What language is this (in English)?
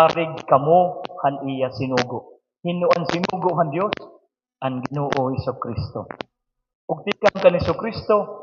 Waray